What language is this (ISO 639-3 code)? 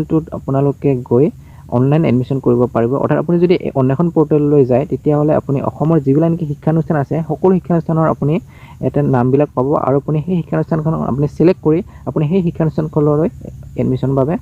asm